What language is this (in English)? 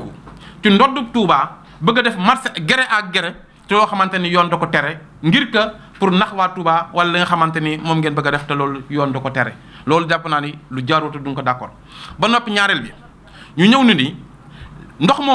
Wolof